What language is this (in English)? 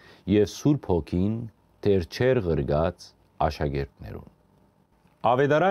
Western Armenian